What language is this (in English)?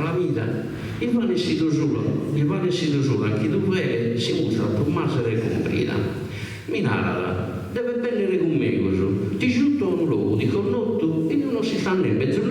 Sardinian